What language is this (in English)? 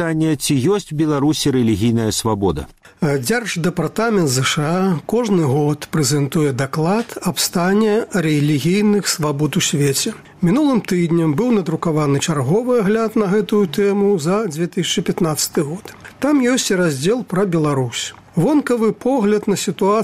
Belarusian